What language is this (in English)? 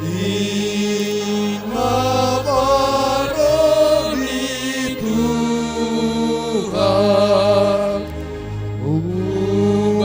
Batak Simalungun